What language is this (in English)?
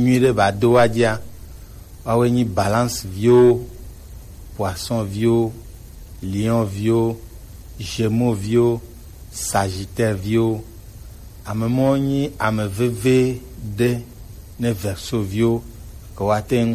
Gen